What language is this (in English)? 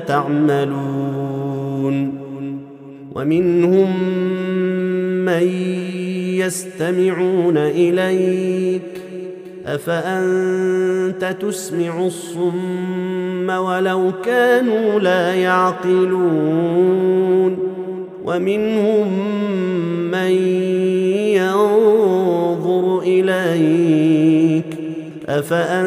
Arabic